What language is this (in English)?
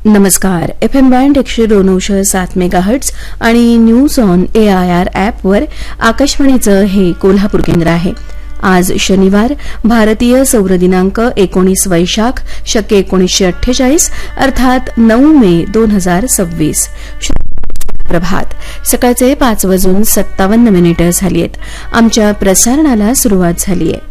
Marathi